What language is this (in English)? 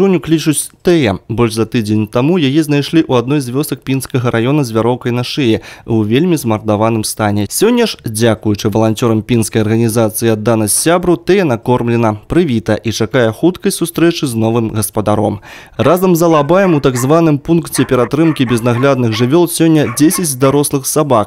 Belarusian